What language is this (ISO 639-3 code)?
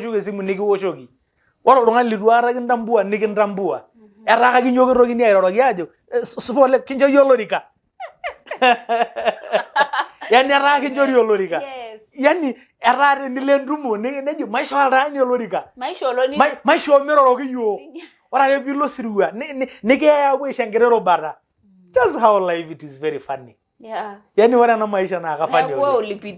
mas